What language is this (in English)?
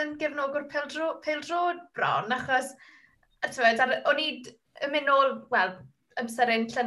Welsh